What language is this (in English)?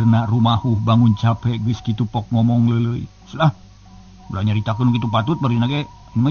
Sundanese